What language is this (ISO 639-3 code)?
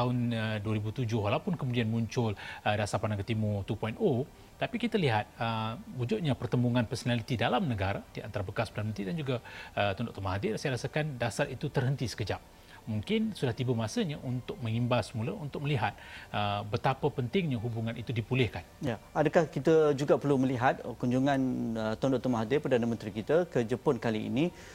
msa